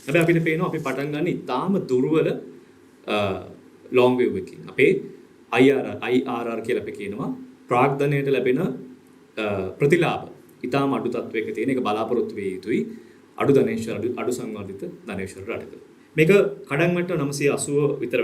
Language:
Sinhala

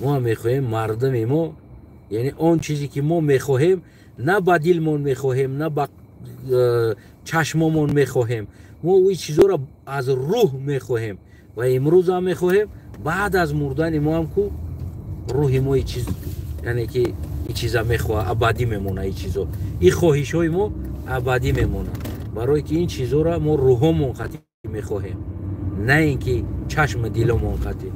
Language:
Tajik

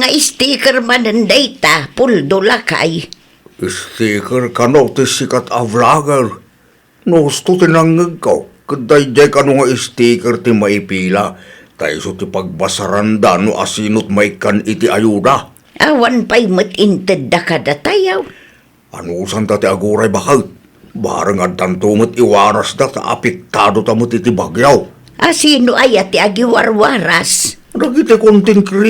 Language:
Iloko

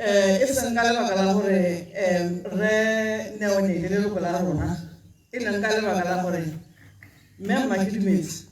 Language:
Tswana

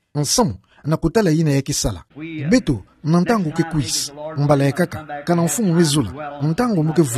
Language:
Kituba (Democratic Republic of Congo)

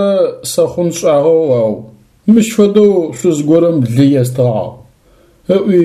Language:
Adyghe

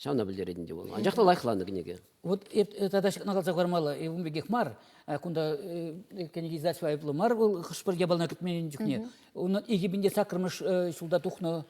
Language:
Chuvash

